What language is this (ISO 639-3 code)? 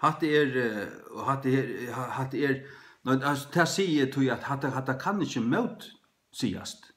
fao